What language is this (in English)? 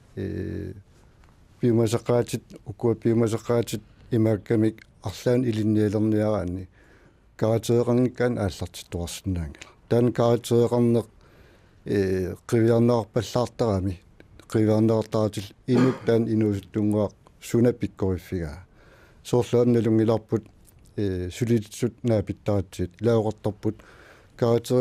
Kalaallisut